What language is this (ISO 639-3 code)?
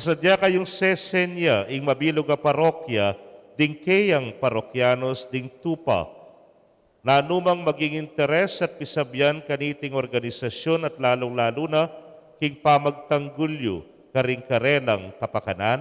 pam